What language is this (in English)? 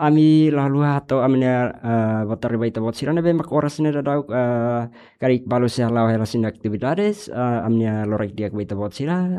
Tetum